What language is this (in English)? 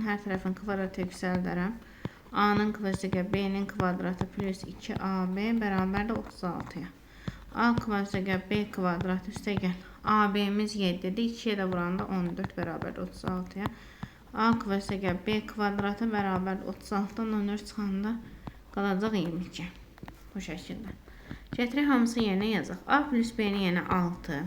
Azerbaijani